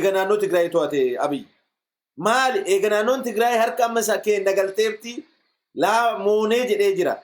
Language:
Oromo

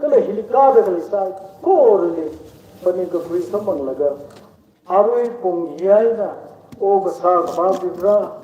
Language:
Tangkhul Naga (India)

